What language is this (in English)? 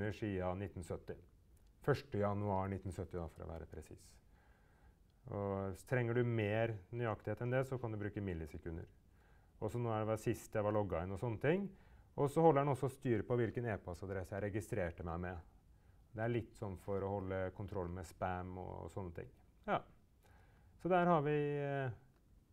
Norwegian